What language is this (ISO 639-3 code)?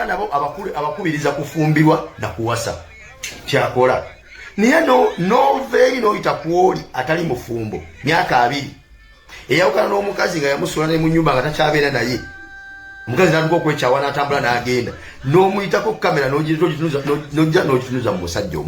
lug